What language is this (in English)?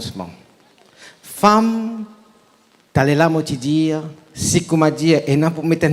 Morisyen